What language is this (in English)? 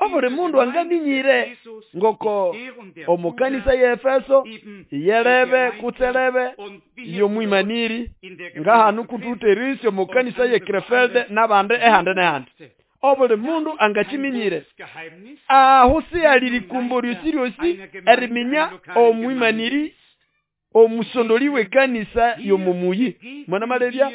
Nande